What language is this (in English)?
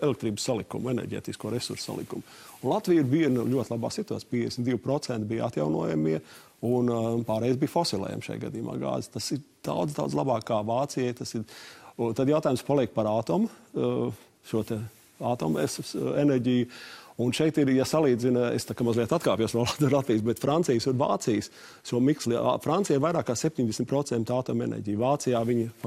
Latvian